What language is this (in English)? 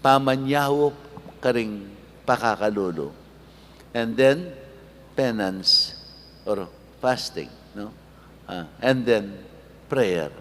Pampanga